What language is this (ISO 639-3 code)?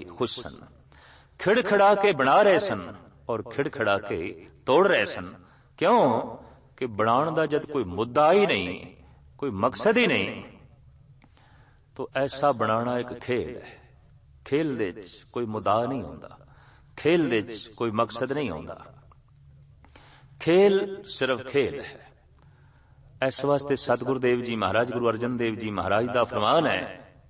pan